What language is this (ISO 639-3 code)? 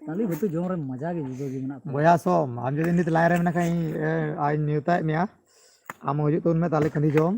sat